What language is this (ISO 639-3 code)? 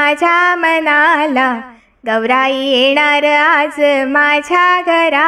mar